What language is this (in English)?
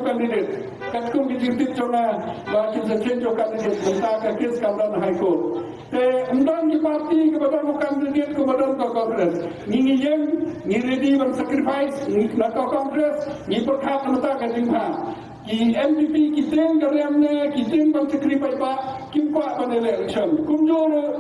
Khasi